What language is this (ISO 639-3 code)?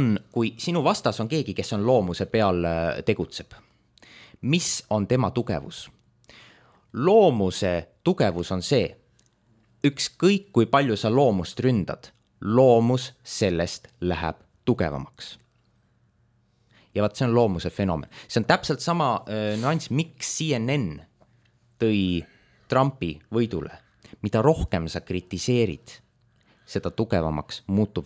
est